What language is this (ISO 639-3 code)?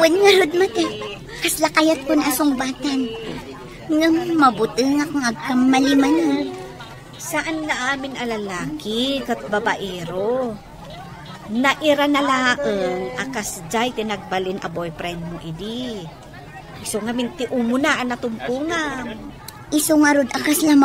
ilo